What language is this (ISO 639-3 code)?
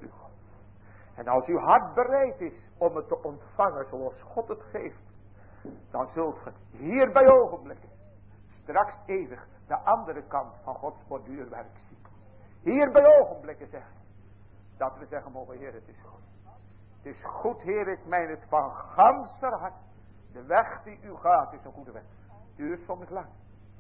nld